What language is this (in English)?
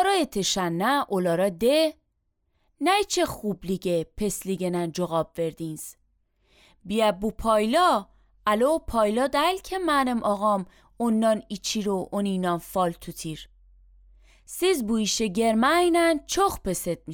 Azerbaijani